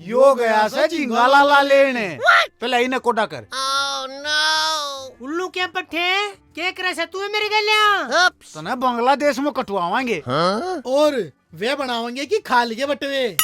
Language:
Haryanvi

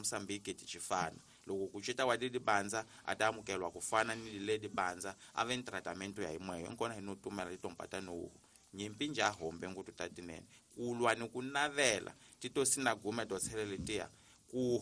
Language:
Tsonga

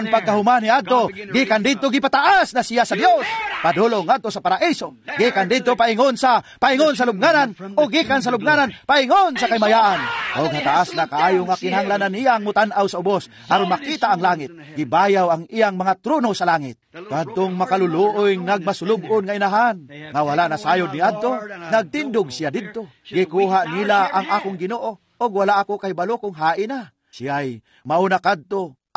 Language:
Cebuano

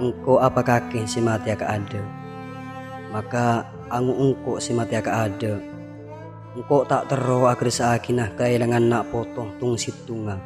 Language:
Madurese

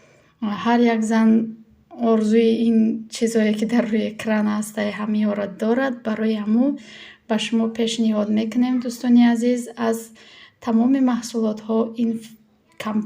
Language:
Tajik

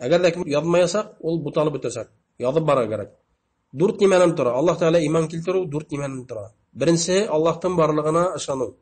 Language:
Bashkir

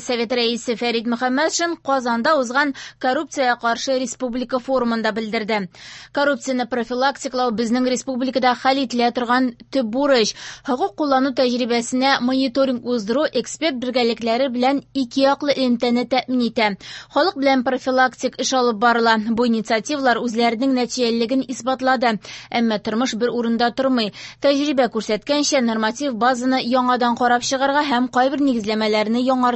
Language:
Tatar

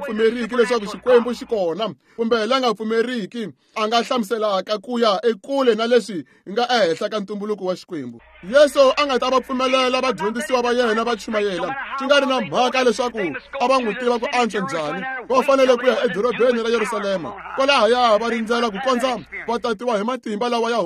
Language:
Tsonga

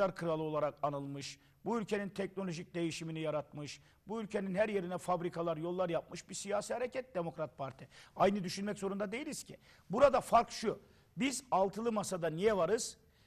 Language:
Turkish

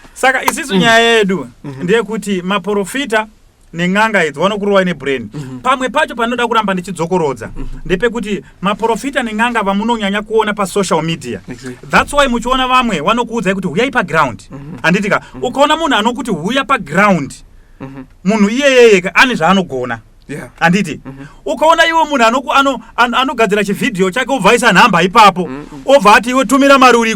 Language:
Shona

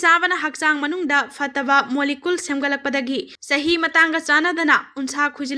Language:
Manipuri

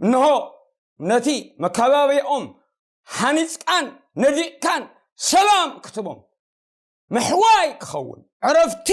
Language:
Tigrinya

